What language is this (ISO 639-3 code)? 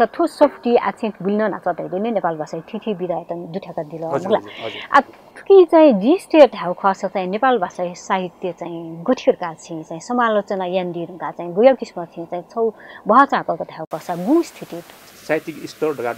new